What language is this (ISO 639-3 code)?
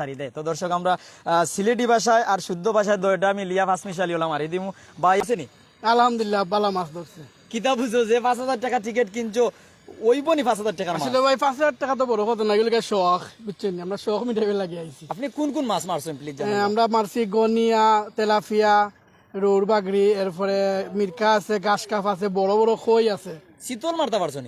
syl